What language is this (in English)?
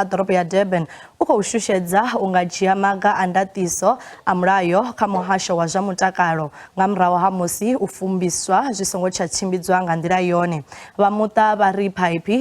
Venda